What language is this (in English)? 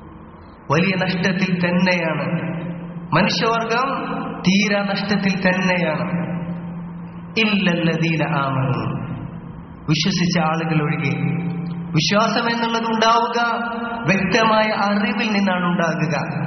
Malayalam